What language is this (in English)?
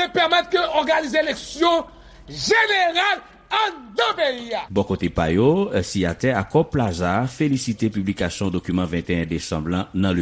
Haitian Creole